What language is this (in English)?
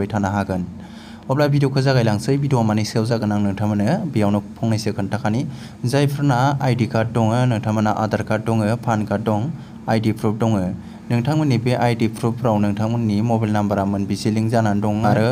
Bodo